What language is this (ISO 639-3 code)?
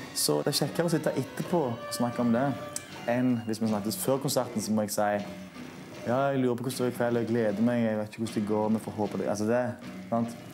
nor